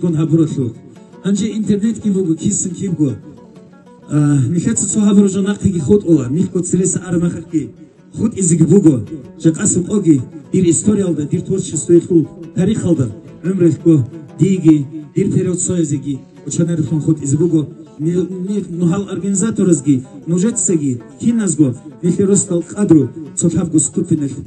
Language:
Avaric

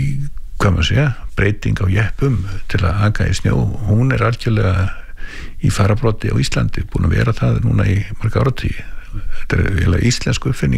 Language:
Icelandic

